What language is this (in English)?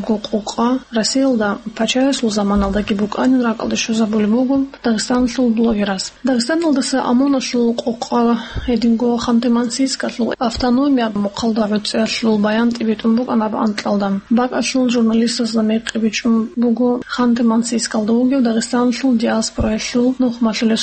Avaric